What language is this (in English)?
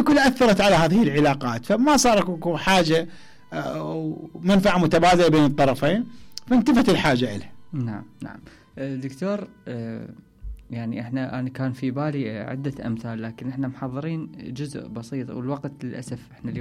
Mesopotamian Arabic